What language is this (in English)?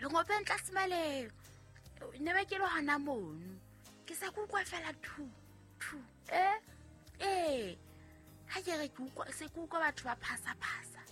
Southern Sotho